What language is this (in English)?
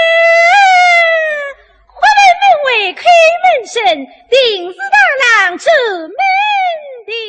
Wu Chinese